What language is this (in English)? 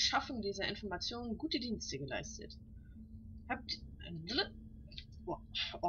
German